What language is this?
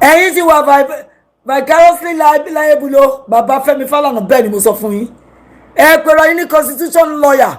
Yoruba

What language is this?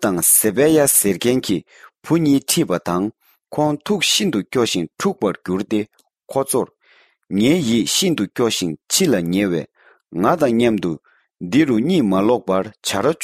Tibetan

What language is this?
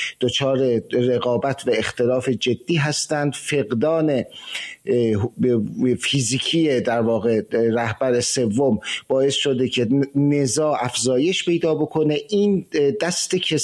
Persian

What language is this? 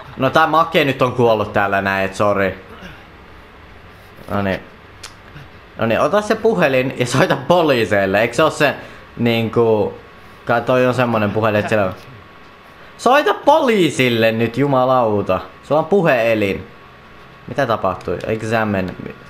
Finnish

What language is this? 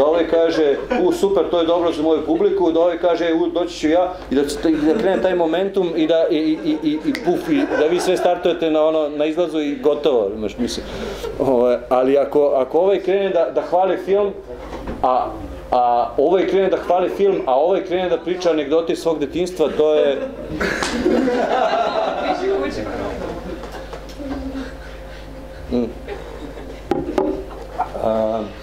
Serbian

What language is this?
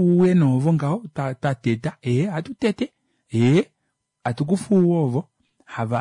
Kuanyama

